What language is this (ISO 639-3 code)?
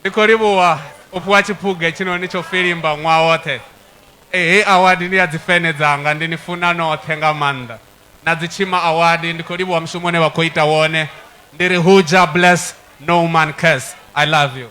ven